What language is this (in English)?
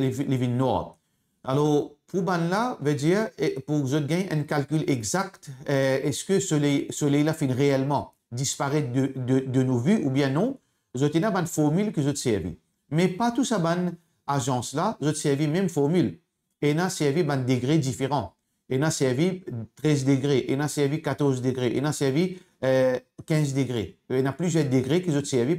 Morisyen